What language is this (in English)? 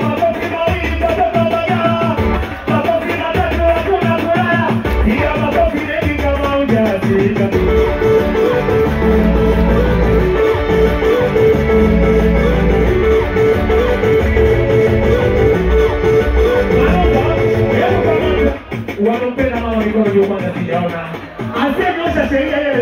Swahili